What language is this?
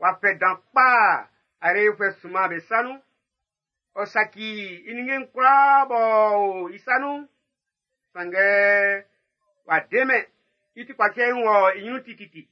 Baoulé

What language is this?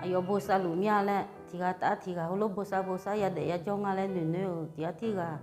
Akha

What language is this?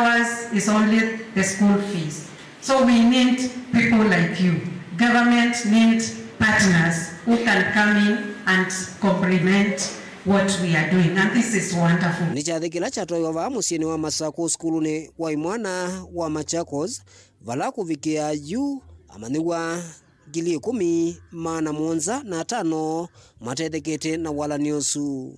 Kamba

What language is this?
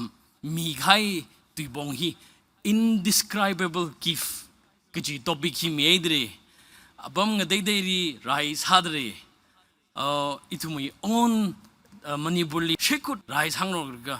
Tangkhul Naga (India)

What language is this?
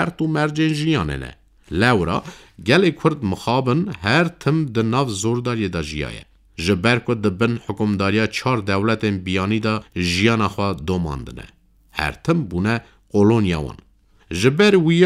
Kurdish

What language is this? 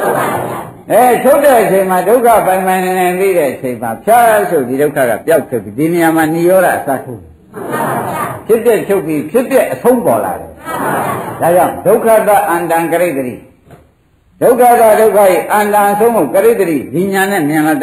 Burmese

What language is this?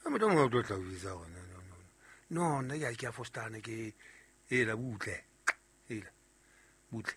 Southern Sotho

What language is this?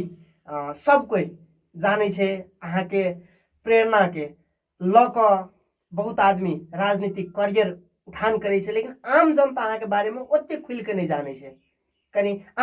Maithili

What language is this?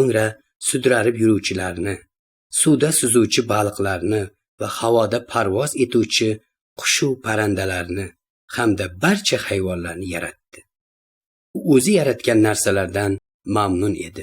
Uzbek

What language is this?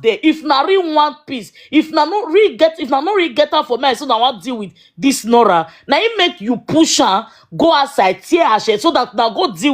Nigerian Pidgin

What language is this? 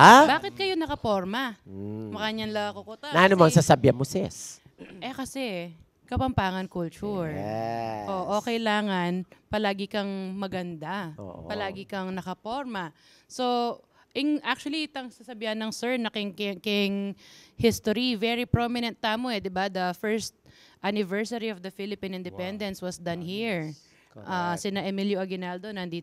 Pampanga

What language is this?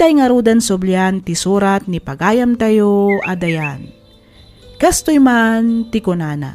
Iloko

